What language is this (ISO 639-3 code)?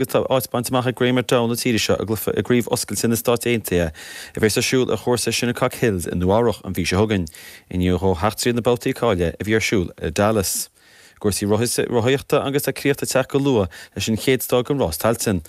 gle